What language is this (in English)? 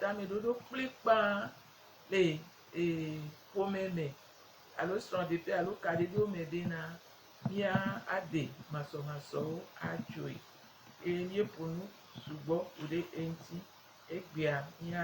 Gen